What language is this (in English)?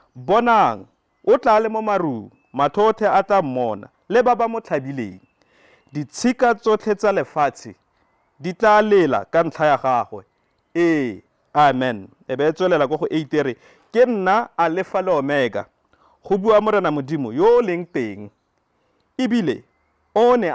Tswana